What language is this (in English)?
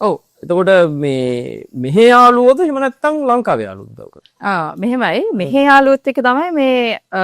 Sinhala